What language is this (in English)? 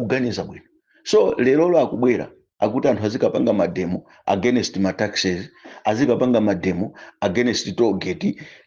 Nyanja